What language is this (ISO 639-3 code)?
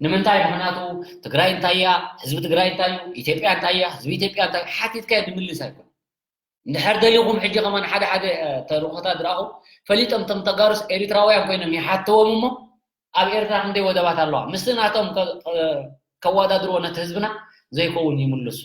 tir